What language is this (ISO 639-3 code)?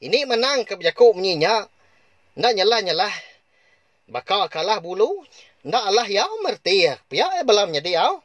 iba